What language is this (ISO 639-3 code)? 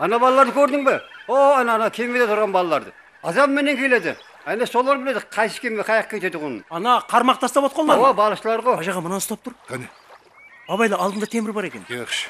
kaa